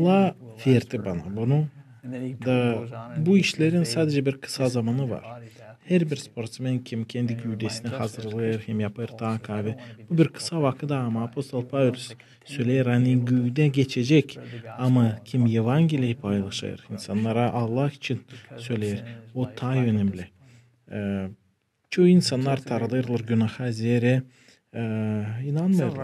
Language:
Gagauz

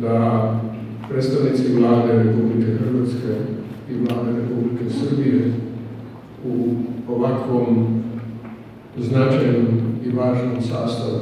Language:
Slovenian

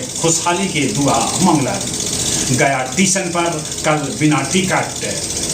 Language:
Magahi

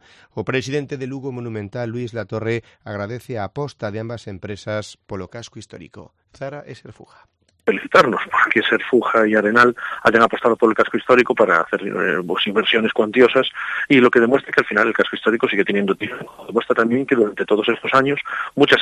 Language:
Galician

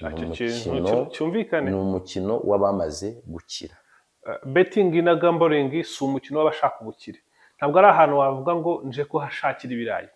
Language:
Kinyarwanda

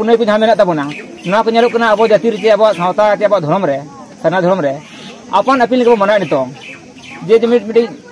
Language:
Santali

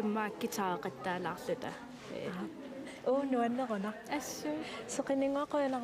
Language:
Kalaallisut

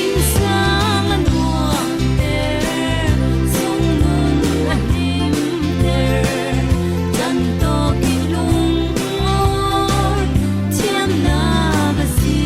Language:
Falam Chin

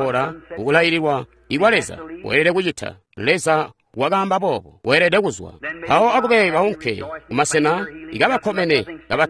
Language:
Tonga (Zambia)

